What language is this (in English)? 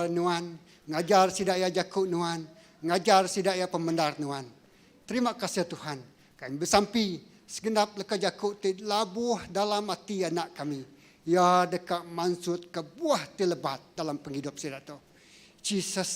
Iban